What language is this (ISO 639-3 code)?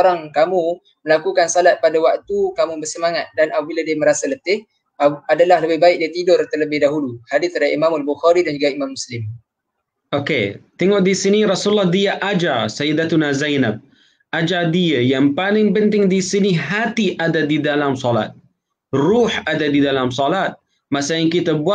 msa